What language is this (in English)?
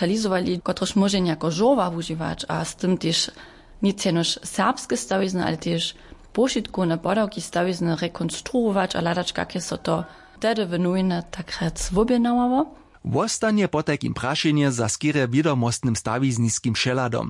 Upper Sorbian